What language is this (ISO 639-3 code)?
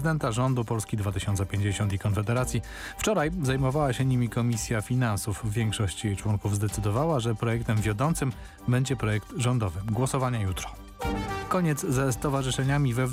pol